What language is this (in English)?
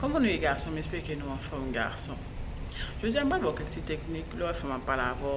Haitian Creole